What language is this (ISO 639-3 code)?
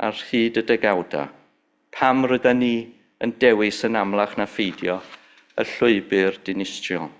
cym